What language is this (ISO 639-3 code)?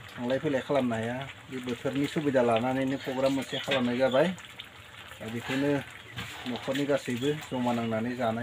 brx